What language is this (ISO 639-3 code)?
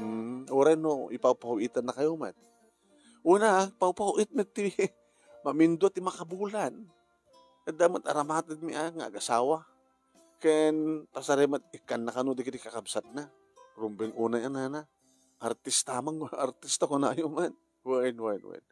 ilo